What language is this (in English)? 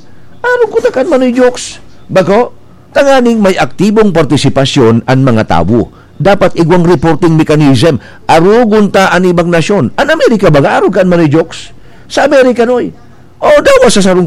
Bikol